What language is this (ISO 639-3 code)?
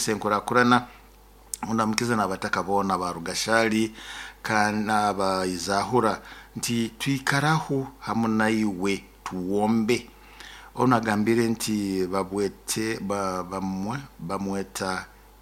nyo